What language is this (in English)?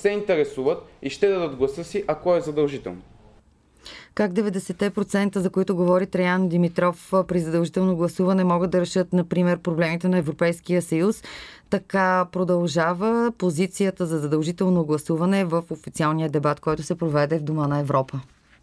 Bulgarian